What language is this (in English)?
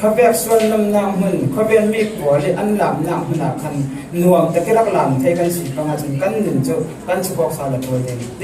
Falam Chin